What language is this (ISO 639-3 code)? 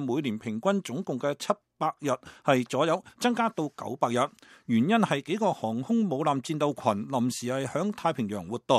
yue